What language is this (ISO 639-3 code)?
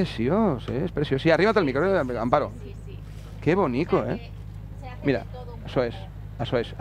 cat